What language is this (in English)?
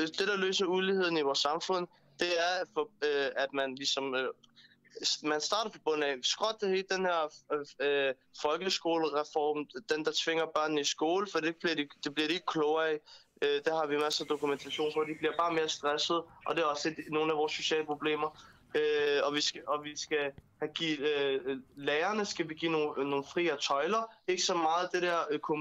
Danish